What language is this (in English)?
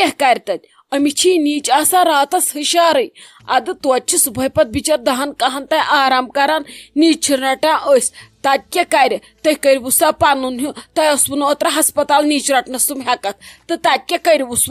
Kashmiri